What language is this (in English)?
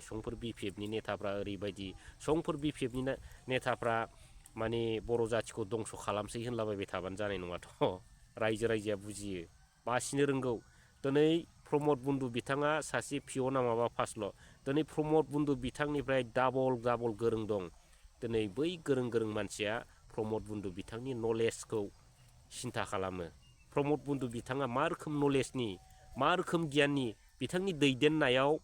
Bodo